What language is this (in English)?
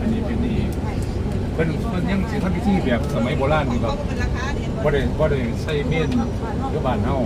Northeastern Thai